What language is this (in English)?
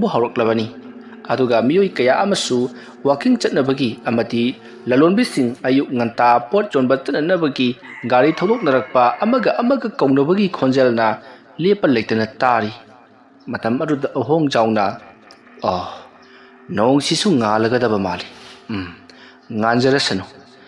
Manipuri